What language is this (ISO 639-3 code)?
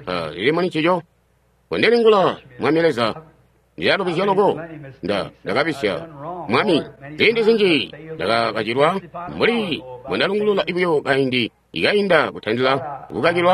toi